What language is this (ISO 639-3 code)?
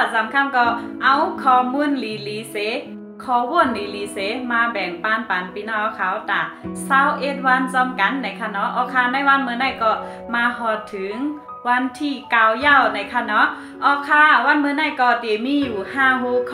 shn